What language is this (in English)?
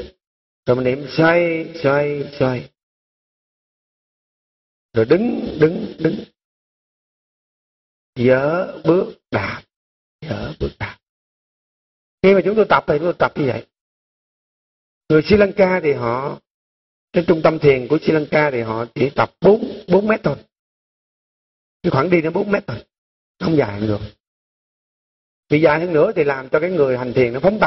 Vietnamese